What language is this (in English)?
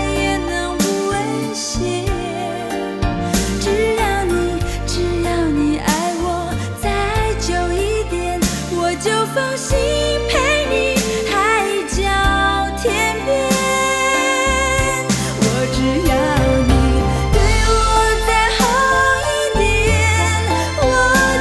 Chinese